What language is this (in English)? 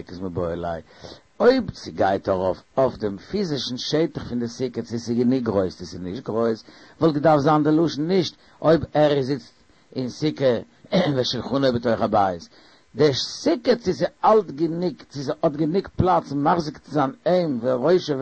Yiddish